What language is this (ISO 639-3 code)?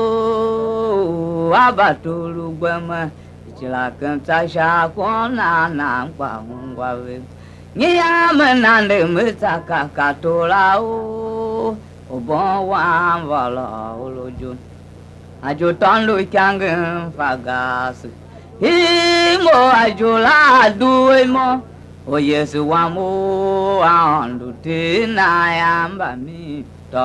tiv